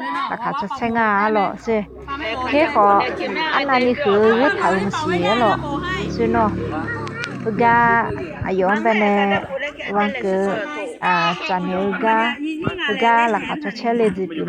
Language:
Akha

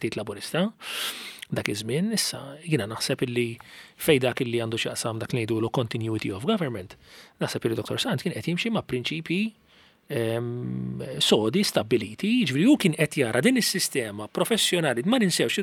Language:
Maltese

